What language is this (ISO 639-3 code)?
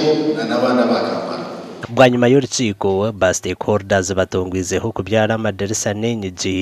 nyn